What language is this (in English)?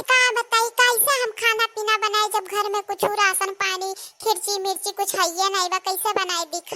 Awadhi